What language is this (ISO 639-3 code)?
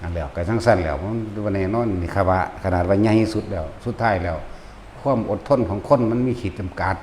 tts